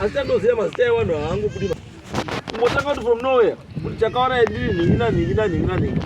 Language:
Shona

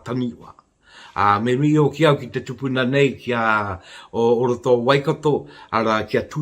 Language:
Māori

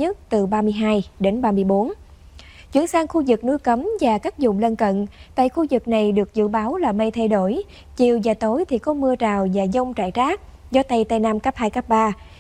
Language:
Vietnamese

